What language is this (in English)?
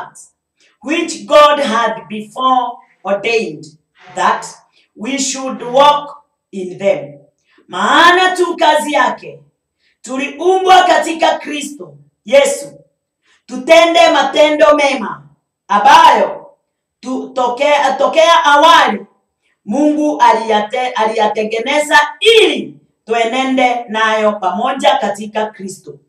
Swahili